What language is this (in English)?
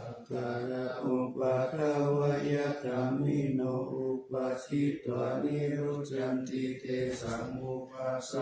Pali